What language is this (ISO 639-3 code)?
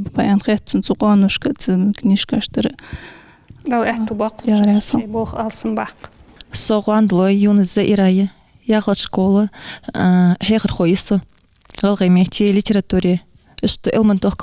inh